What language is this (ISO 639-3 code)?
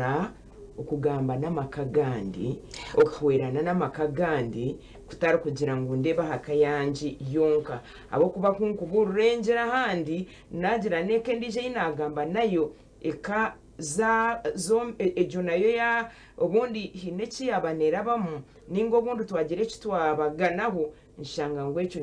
nyn